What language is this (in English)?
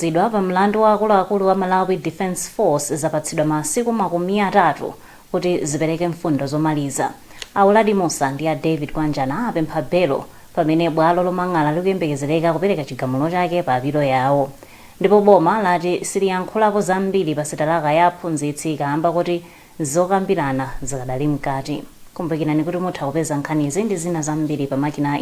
Nyanja